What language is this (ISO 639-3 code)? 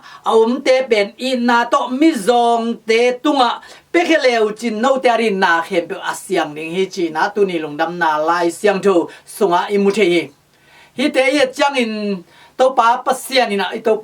ctd